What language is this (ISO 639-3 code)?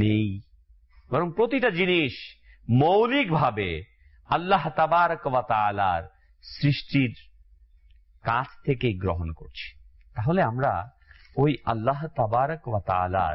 ben